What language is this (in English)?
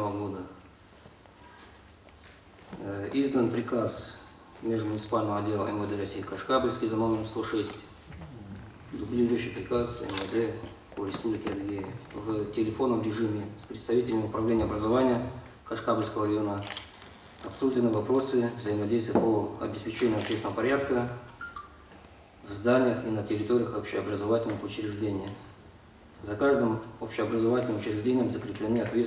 Russian